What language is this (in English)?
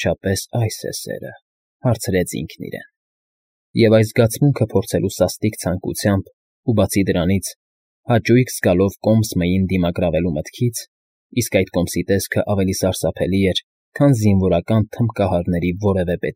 Armenian